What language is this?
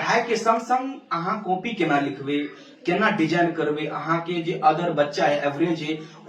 Maithili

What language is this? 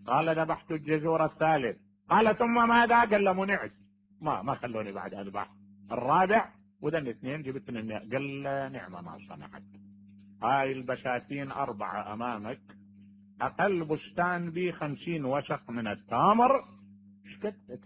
Mesopotamian Arabic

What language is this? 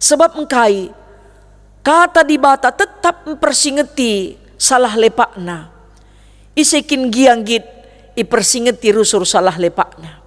Batak Karo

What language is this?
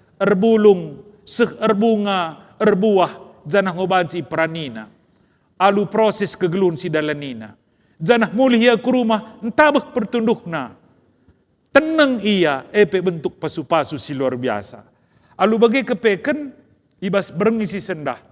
Batak Karo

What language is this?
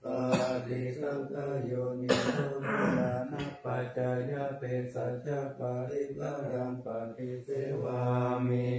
Pali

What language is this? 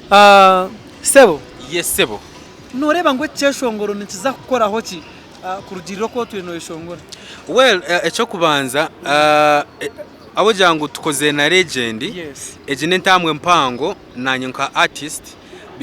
Nyankole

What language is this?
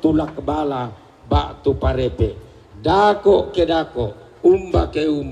Toraja-Sa'dan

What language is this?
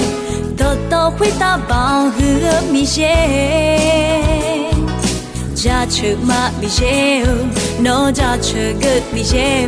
Akha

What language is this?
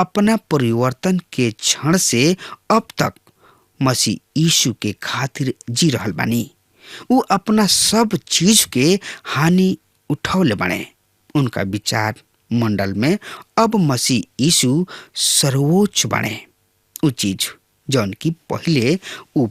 Bhojpuri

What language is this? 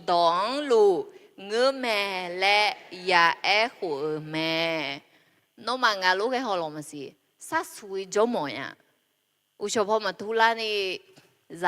Akha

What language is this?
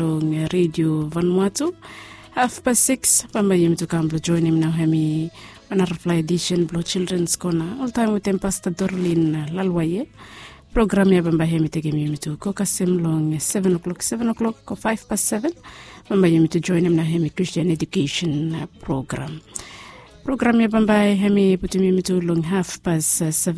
Bislama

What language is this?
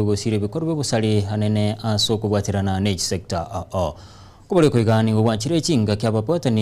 Gusii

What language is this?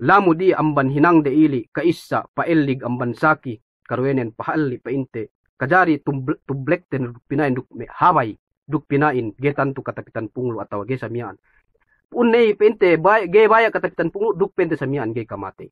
Yakan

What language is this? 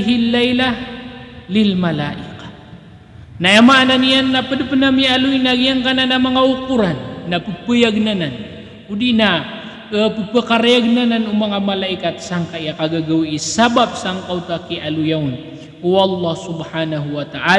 Maranao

